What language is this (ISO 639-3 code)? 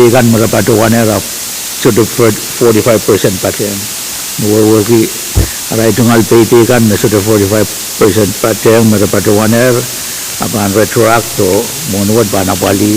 pon